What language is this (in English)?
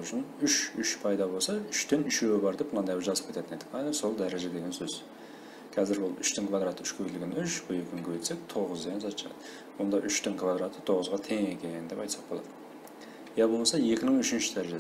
Kara-Kalpak